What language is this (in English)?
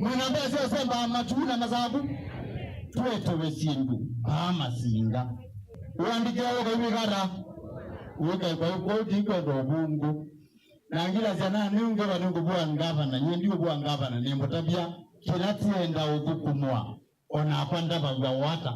Kamba